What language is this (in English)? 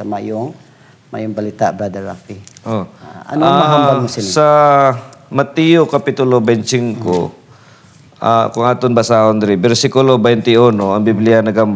Hiligaynon